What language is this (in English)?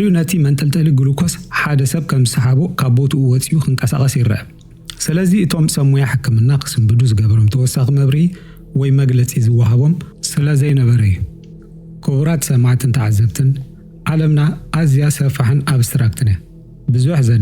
Tigrinya